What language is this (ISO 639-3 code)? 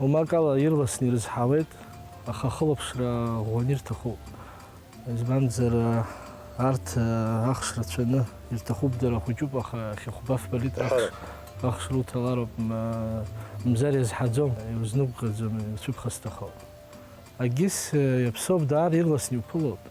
abk